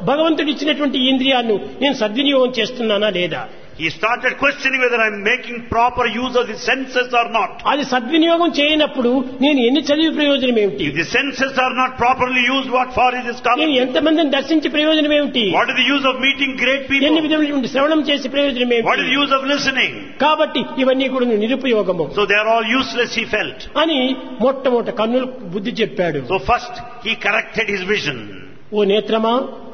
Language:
Telugu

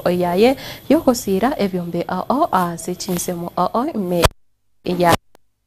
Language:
Gusii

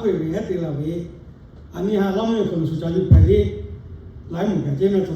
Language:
Lahu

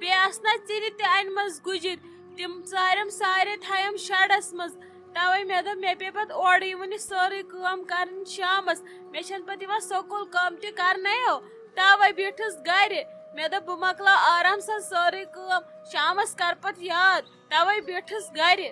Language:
Kashmiri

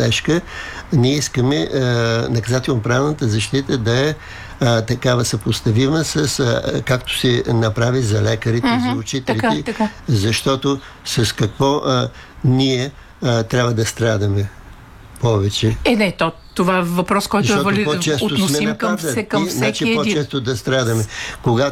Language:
Bulgarian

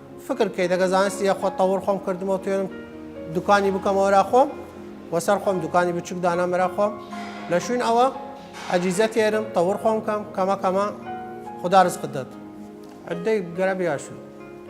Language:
Southern Kurdish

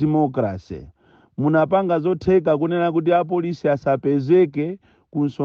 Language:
Nyanja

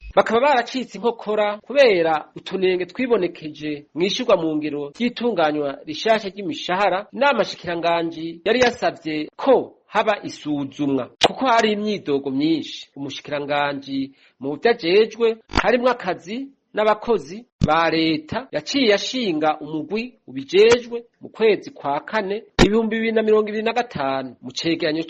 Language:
Rundi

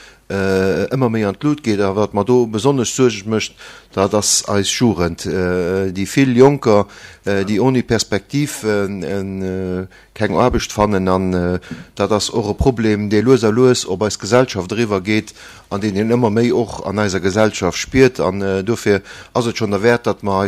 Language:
Luxembourgish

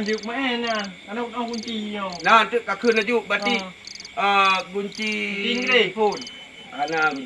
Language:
Achinese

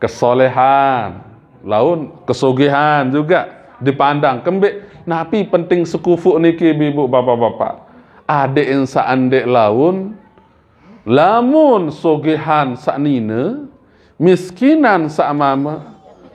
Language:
Sasak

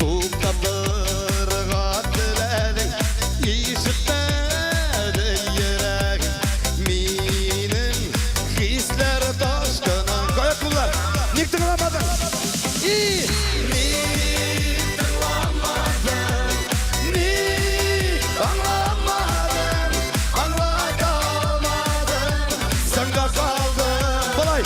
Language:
Bashkir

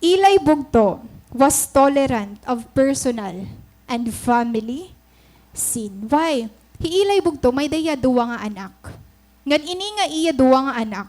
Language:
Waray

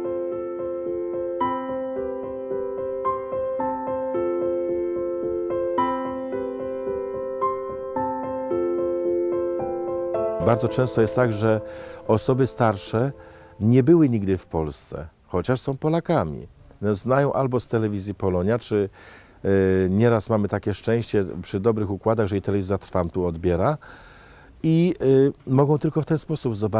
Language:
Polish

